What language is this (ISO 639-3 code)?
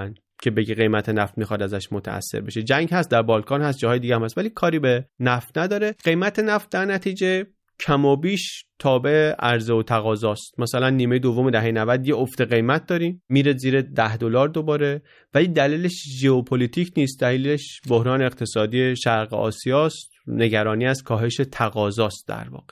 fas